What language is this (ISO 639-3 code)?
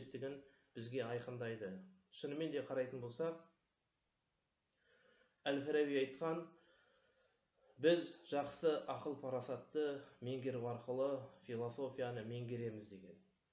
kaz